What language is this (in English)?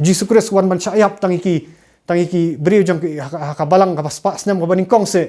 Khasi